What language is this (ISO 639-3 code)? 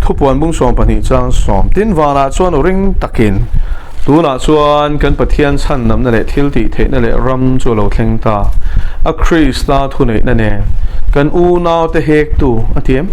lus